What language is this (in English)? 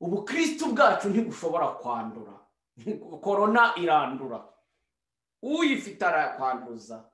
Kinyarwanda